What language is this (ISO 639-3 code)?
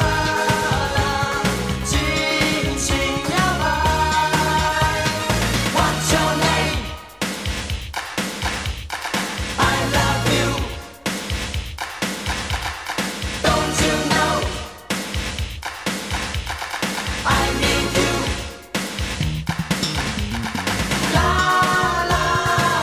zho